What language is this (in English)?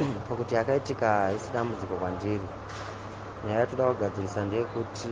Shona